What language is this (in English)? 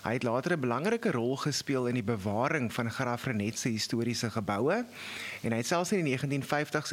Afrikaans